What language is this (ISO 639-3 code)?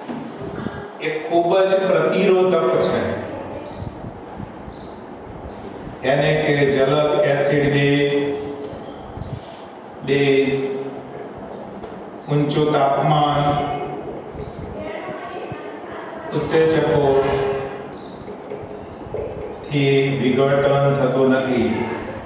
guj